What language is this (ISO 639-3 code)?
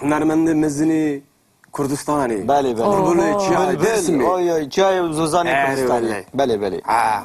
kur